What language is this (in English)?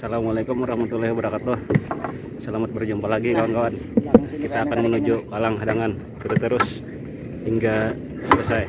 Banjar